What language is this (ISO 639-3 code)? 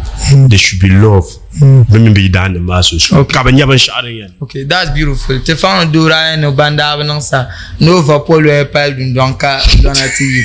dag